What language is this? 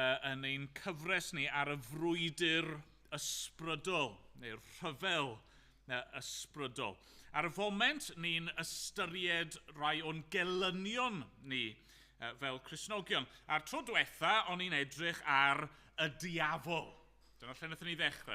Welsh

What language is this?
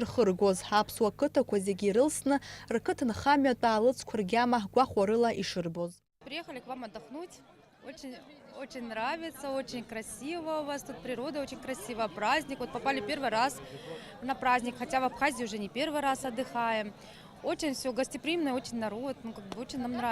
Abkhazian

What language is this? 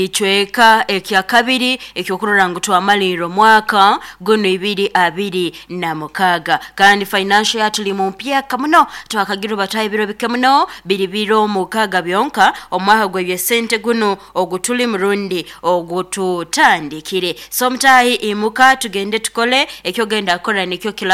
Nyoro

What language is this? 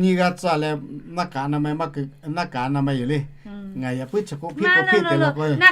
Lahu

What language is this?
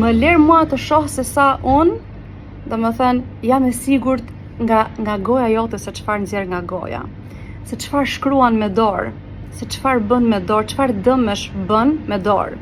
Albanian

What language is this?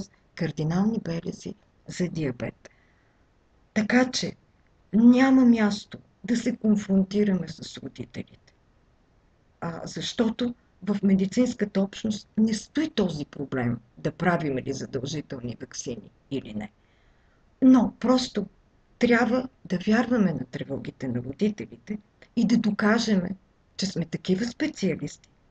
Bulgarian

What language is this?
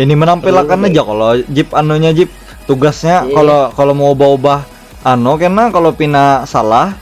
Banjar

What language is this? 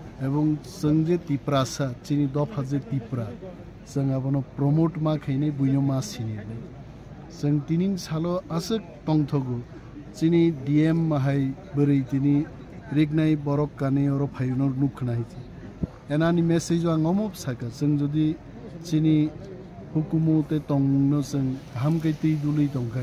Kok Borok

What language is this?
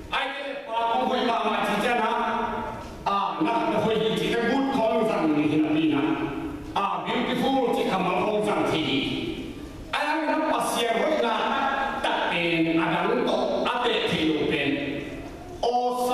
Tedim Chin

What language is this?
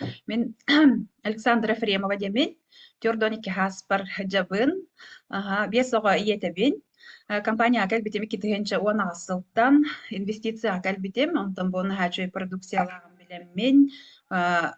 Yakut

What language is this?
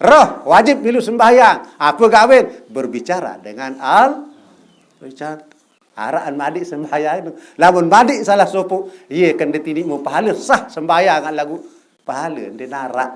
Sasak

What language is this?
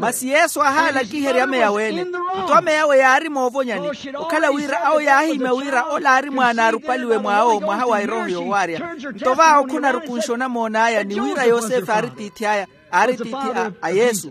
Makhuwa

